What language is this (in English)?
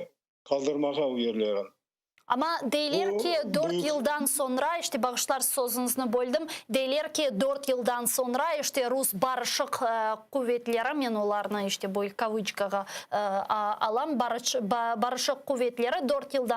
Crimean Tatar